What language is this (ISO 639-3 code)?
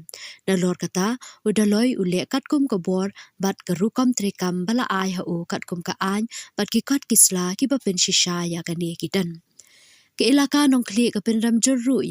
kha